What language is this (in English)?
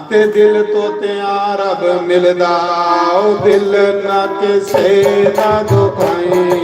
Dogri